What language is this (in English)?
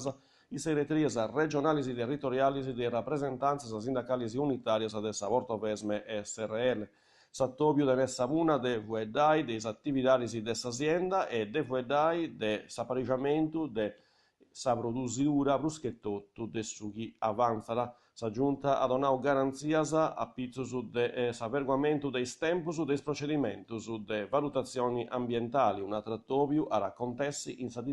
Sardinian